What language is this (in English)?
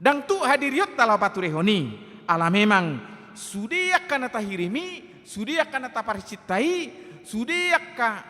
Batak Toba